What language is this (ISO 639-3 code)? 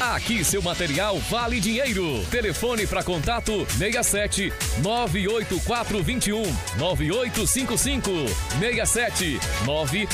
por